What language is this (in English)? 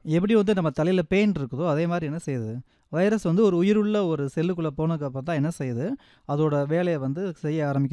Tamil